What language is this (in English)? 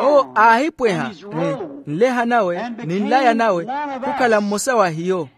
Makhuwa